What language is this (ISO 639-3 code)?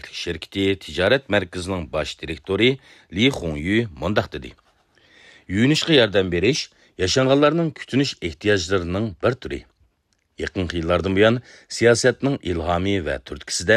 uig